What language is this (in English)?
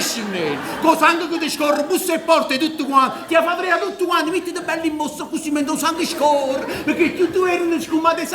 Neapolitan